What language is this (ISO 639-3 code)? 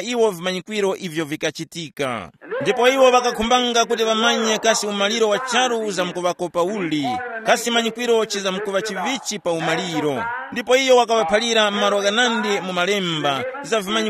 tum